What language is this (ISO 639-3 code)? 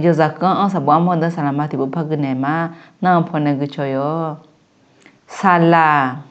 ahk